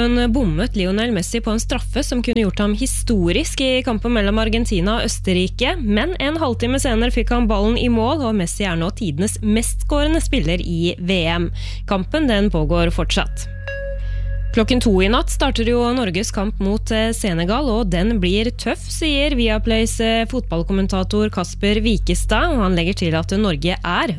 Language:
Norwegian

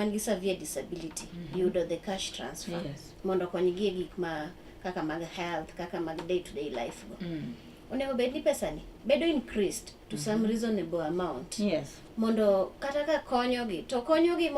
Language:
Luo (Kenya and Tanzania)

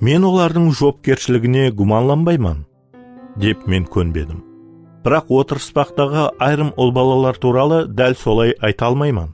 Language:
Kara-Kalpak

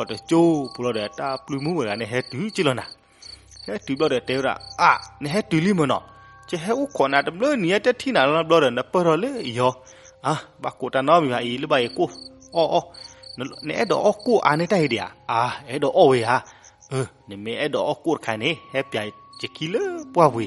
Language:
S'gaw Karen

